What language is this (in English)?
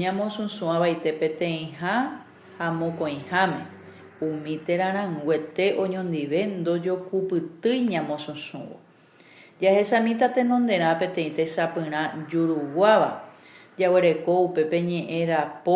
Guarani